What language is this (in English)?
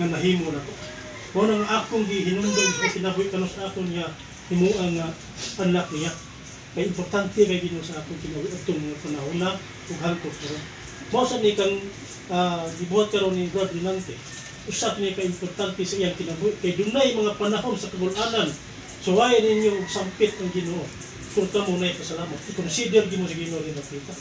Cebuano